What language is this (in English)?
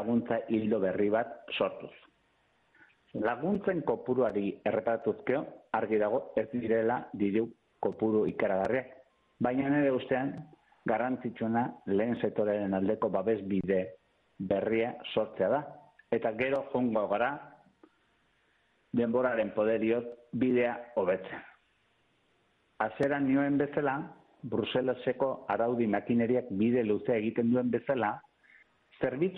Basque